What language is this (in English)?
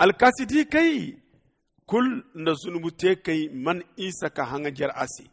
Zarma